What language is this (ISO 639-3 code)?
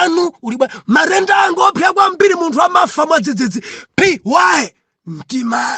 nya